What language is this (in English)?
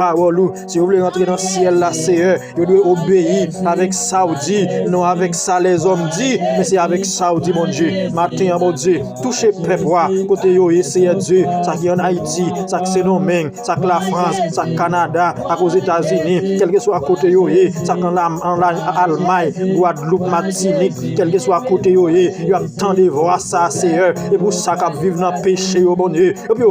Haitian Creole